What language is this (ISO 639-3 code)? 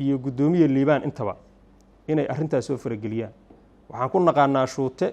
som